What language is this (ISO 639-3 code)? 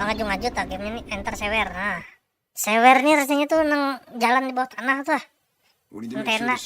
bjn